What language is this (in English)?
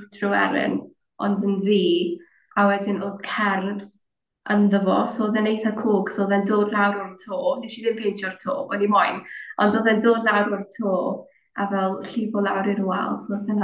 Welsh